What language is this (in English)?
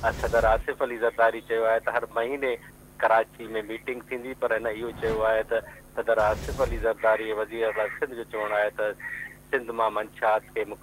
Sindhi